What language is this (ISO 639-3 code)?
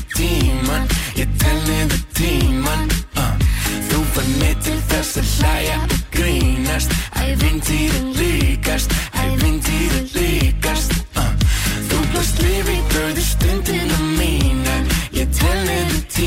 isl